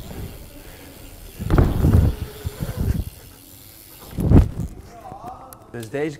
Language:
Dutch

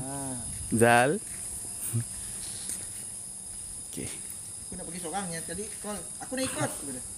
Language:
Malay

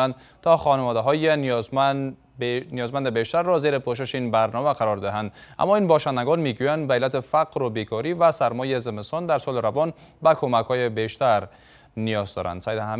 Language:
Persian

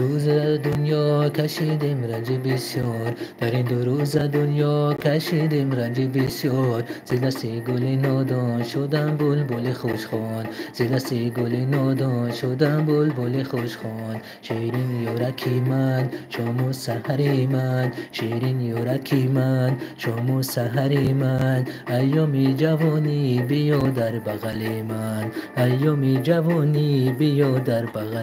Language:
Tajik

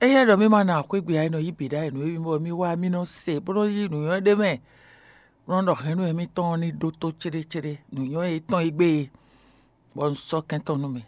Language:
Fon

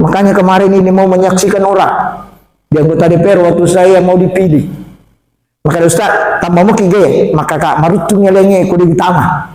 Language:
Buginese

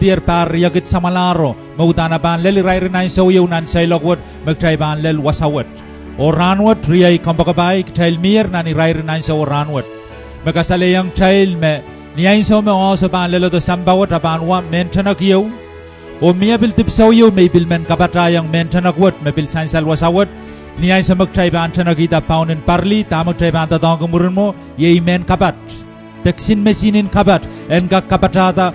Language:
Pohnpeian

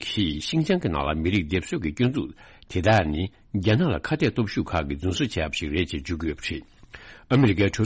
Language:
Tibetan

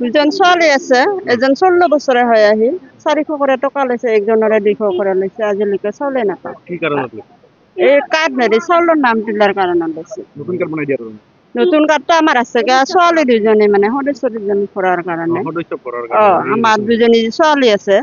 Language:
Assamese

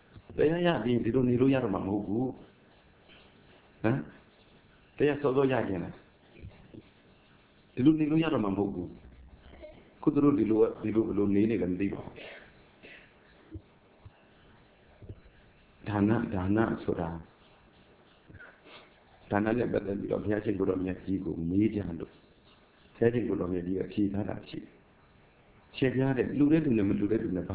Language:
Burmese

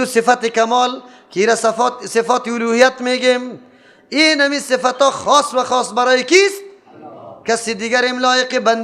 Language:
Persian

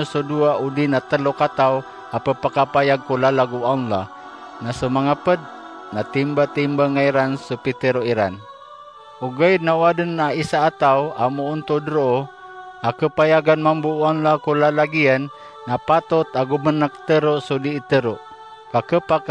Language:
Maranao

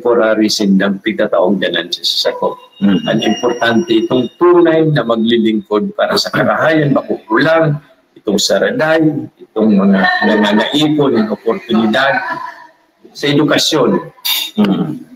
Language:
Bikol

